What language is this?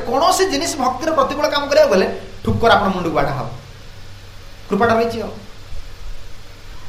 Odia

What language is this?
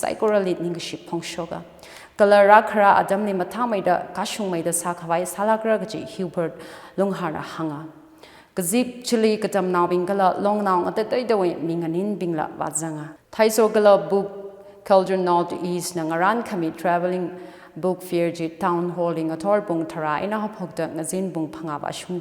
Tangkhul Naga (India)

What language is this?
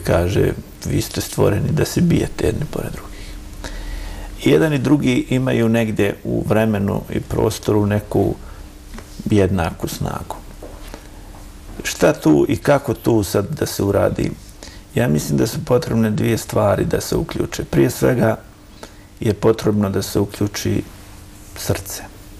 Bosnian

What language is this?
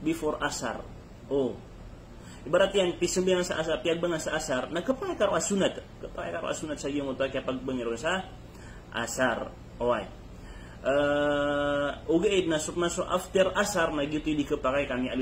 Maranao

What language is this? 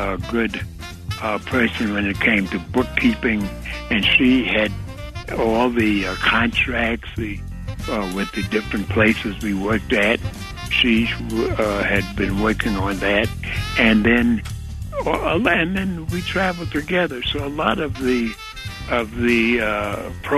English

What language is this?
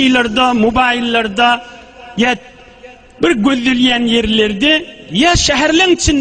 Turkmen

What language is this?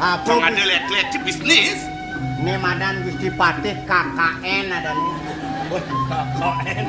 Balinese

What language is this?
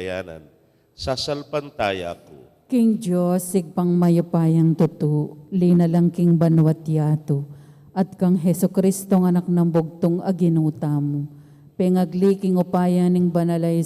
Pampanga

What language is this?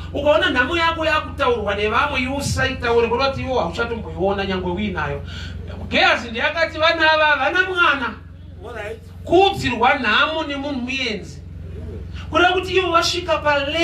Shona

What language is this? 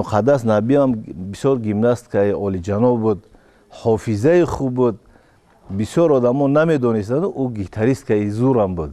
Tajik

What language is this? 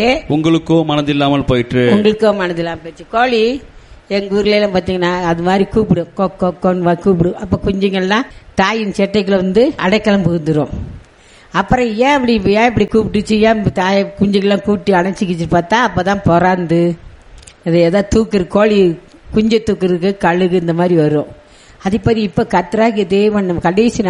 Tamil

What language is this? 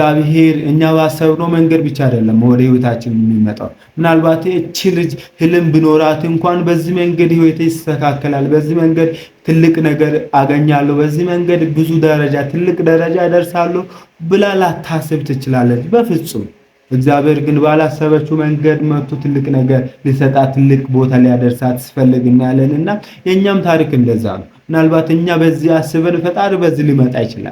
Amharic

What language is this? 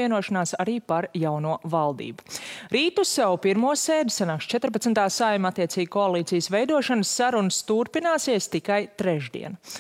Latvian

